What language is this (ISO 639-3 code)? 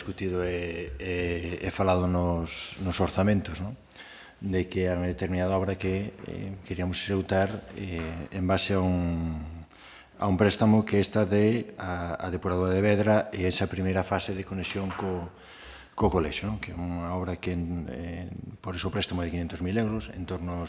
glg